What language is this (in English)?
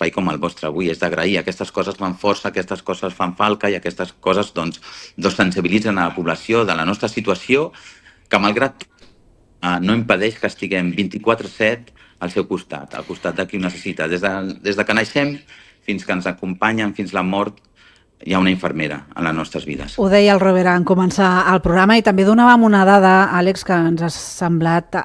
Catalan